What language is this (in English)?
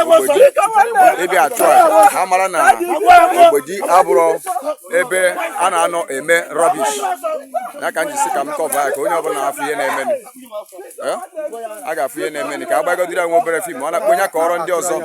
Igbo